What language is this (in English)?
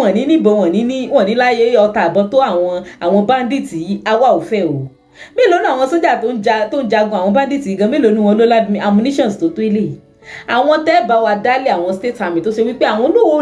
Yoruba